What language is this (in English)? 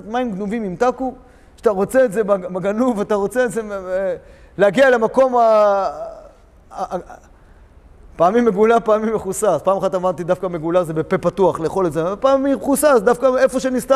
Hebrew